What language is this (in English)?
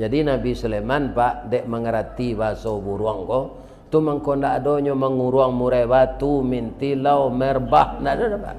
Minangkabau